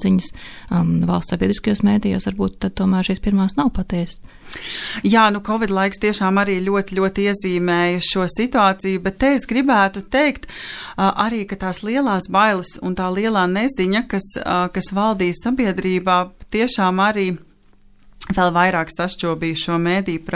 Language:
Latvian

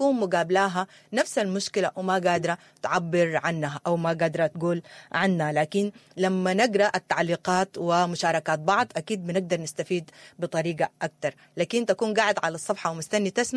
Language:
Sudanese Arabic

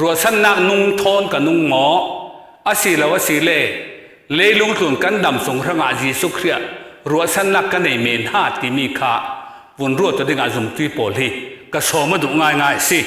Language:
Falam Chin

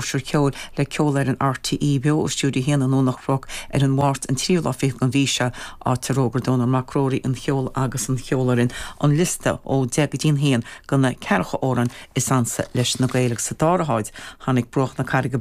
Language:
Irish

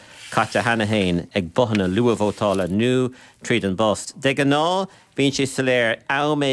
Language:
Irish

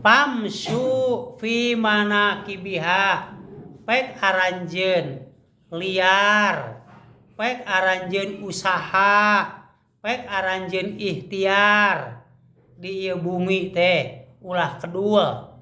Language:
Sundanese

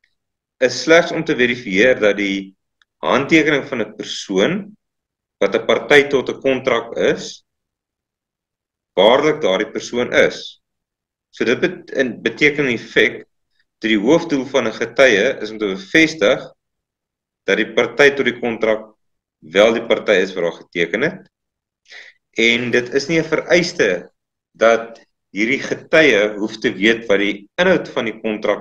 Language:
Afrikaans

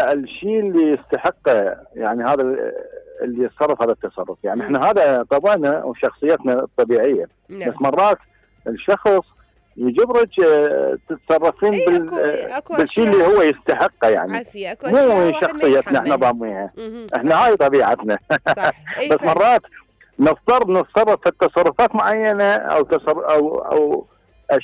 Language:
Mesopotamian Arabic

